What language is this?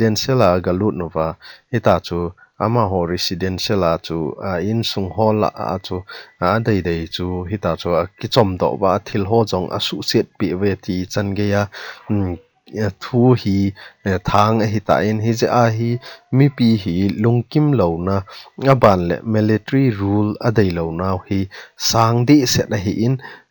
Thado Chin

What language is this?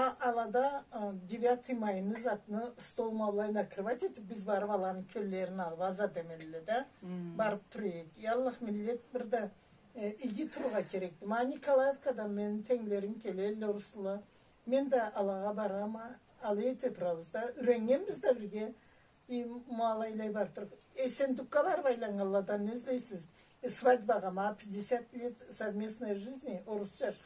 Karachay-Balkar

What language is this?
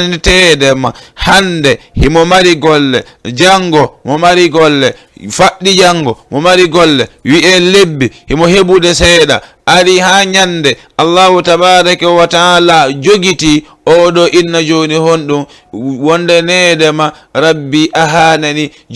Fula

